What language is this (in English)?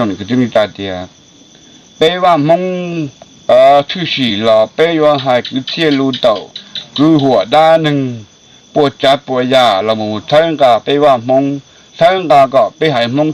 Hmong